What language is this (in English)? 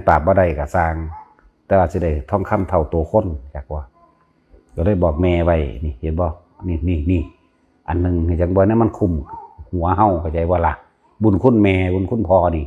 Northeastern Thai